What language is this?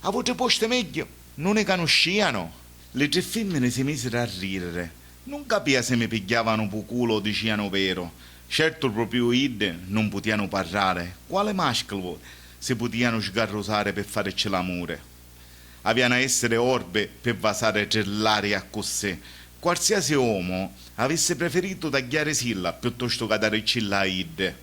Sicilian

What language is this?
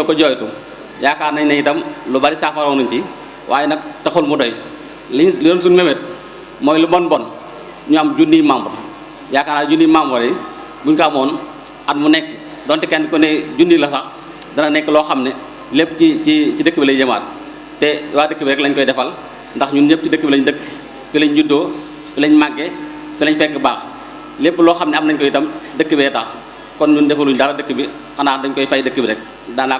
Wolof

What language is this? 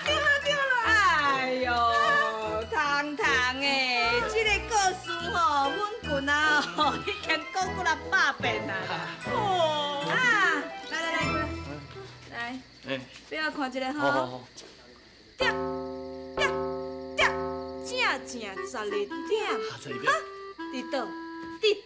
Min Nan Chinese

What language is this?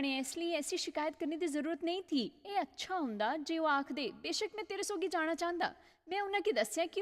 Dogri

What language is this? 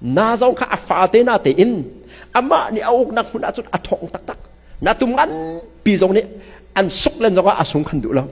Hakha Chin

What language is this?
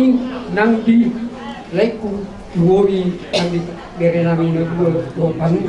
Batak Toba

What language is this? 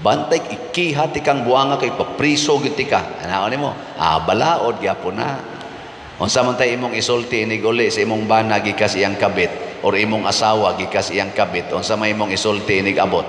Cebuano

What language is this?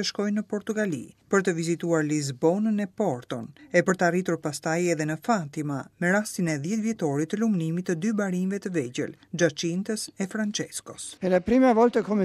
Albanian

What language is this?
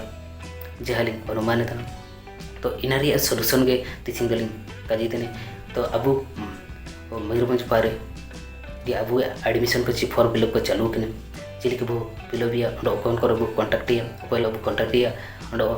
Santali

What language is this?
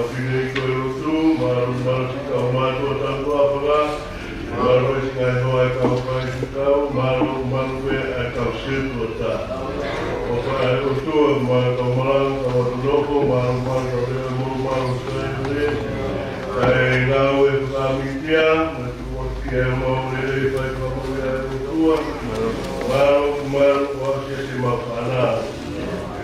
Tongan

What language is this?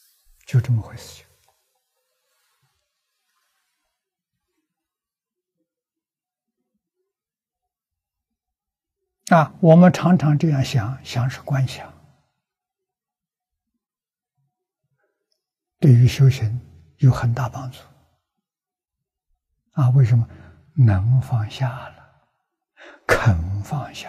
Chinese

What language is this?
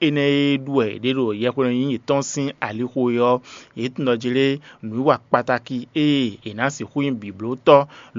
Fon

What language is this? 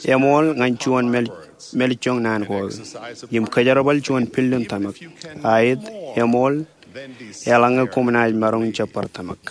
Marshallese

